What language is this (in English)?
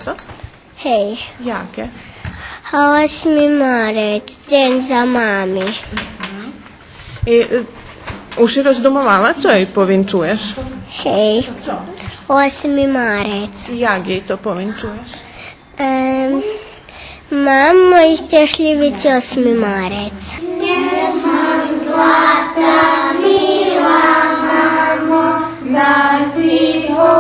Rusyn